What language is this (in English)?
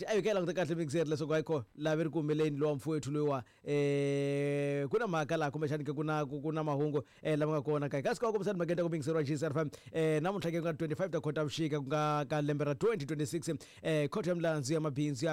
Tsonga